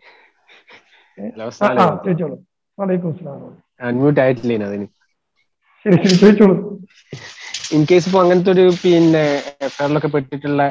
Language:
Malayalam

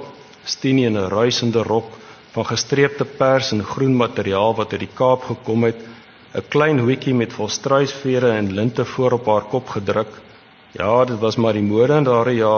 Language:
Afrikaans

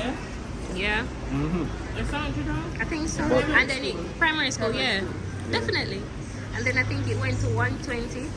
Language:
Jamaican Creole English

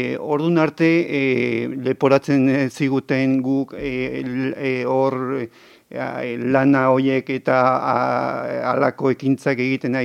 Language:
Basque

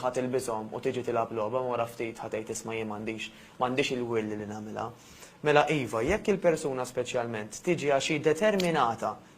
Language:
Maltese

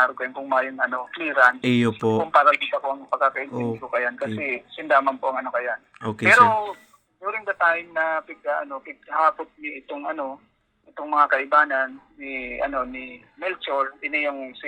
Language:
Bikol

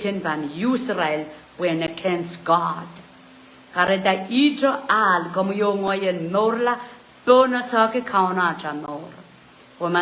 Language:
Pohnpeian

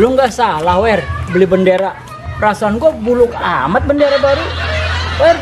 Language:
Betawi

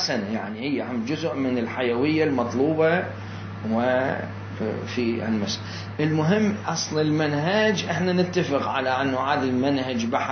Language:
Mesopotamian Arabic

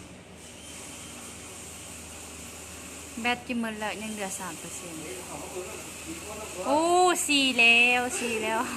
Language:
Lao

